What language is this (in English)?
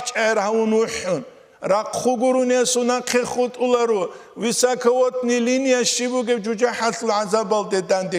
Avaric